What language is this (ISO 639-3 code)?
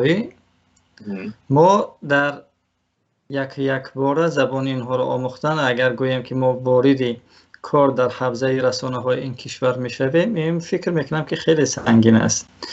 tgk